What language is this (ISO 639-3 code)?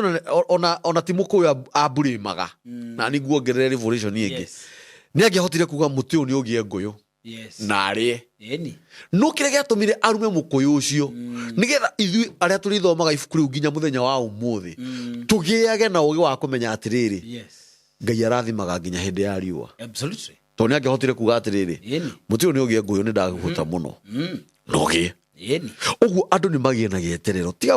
kik